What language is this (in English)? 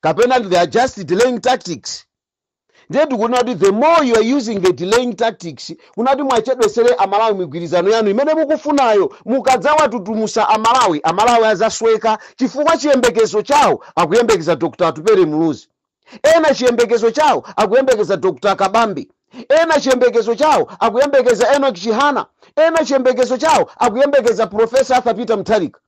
Nyanja